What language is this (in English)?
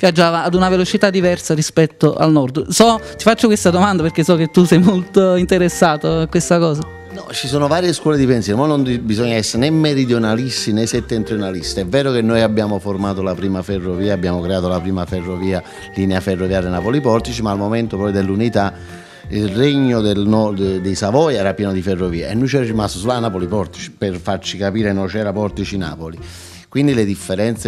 Italian